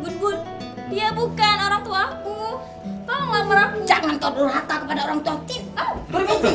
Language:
Musi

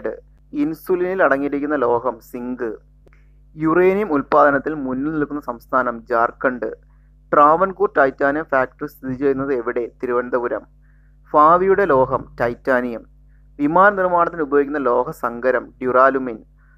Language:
Malayalam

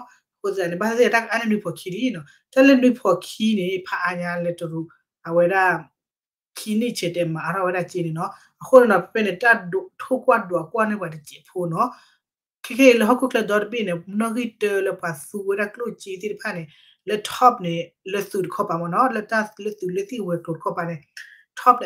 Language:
S'gaw Karen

